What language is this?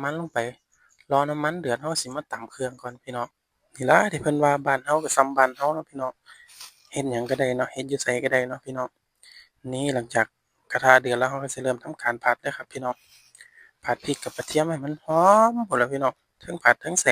Northeastern Thai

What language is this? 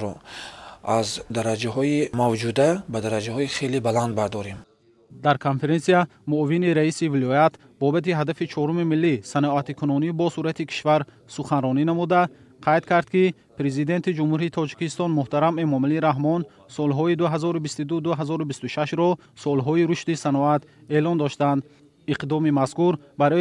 Tajik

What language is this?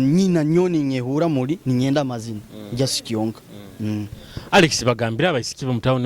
Nyoro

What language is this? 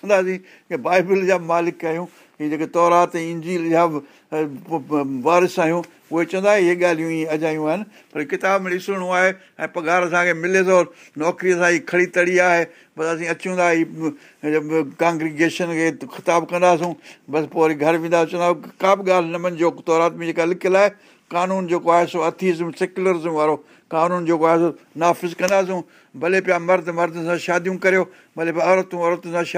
Sindhi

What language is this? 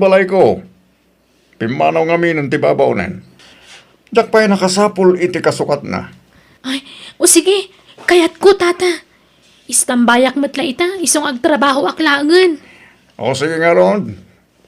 Iloko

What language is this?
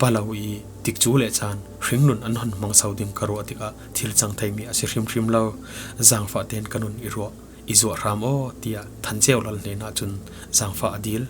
Falam Chin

